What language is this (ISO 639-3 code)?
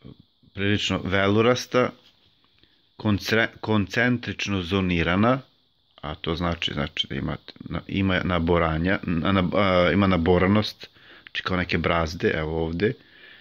srp